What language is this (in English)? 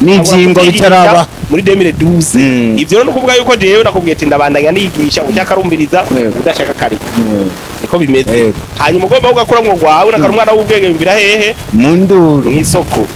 Rundi